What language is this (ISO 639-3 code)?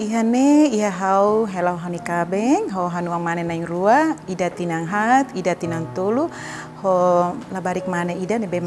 tet